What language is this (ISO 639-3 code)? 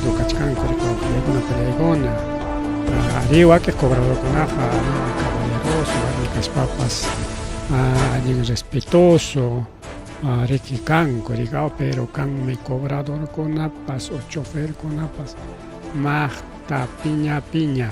quy